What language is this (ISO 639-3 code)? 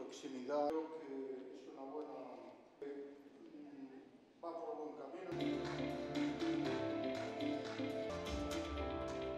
spa